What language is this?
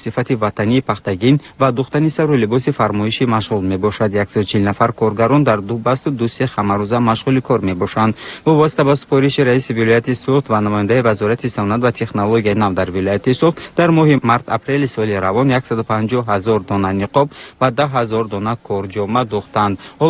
Tajik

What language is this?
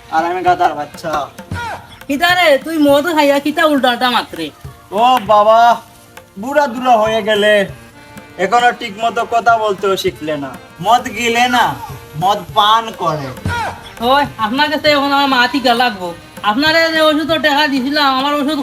Sylheti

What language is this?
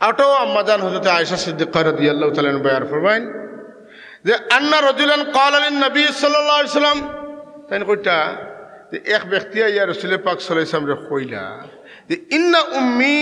Sylheti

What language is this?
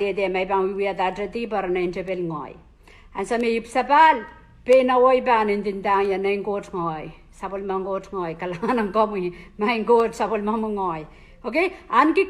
Pohnpeian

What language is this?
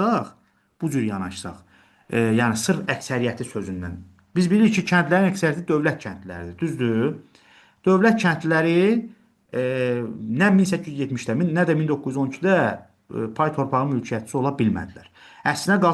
Azerbaijani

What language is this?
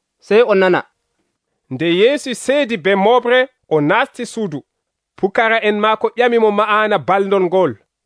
Nigerian Fulfulde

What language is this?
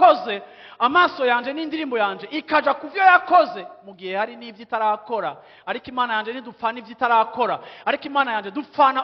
Rundi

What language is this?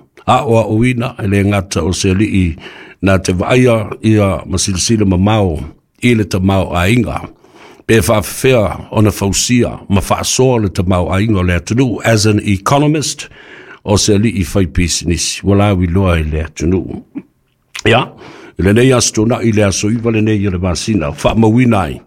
Samoan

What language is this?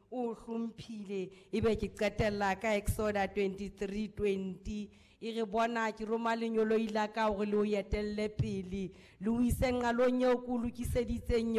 Southern Sotho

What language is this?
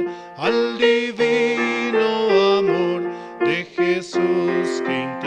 Aymara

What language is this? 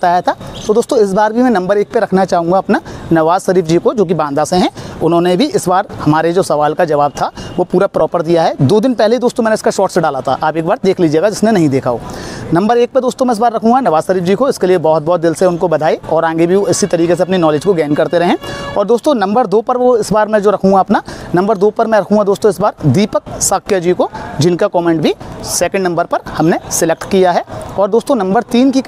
Hindi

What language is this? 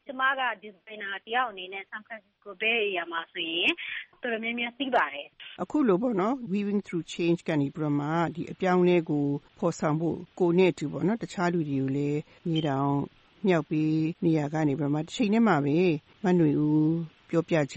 Burmese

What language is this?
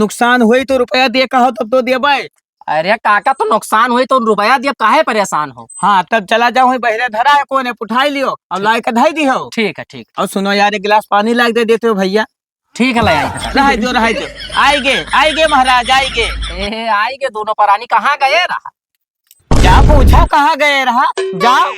Awadhi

